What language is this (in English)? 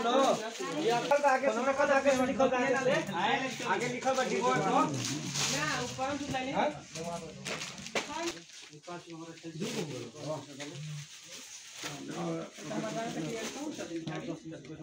Bhojpuri